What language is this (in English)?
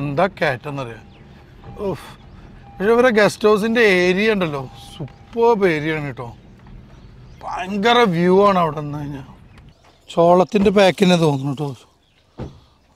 Malayalam